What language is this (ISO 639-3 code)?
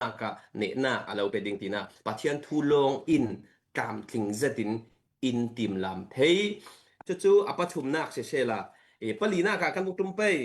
cfm